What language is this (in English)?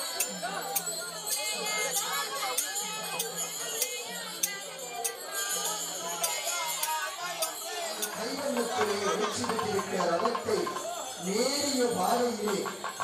Tamil